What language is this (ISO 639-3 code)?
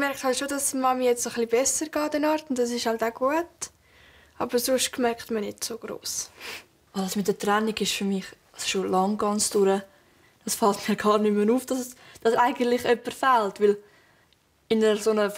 gsw